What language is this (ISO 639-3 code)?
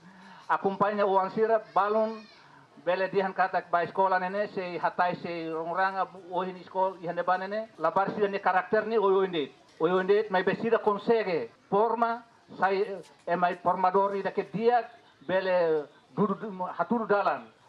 tet